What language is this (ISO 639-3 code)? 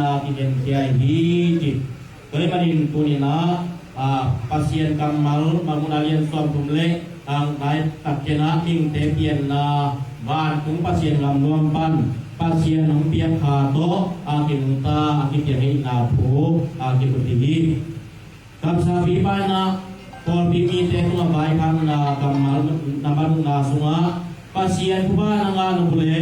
ctd